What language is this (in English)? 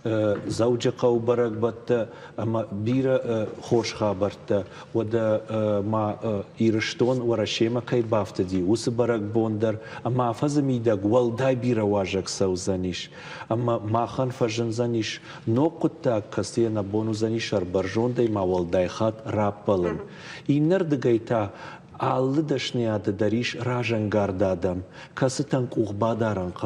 Ossetic